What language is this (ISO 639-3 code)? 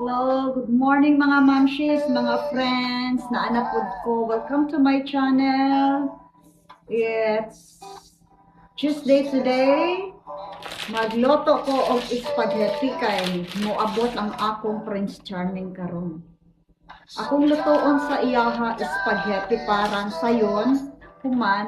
ceb